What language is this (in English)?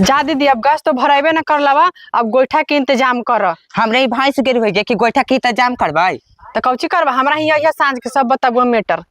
Magahi